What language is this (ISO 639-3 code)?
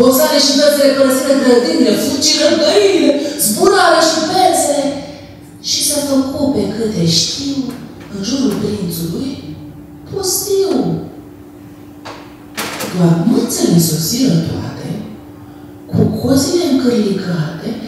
ron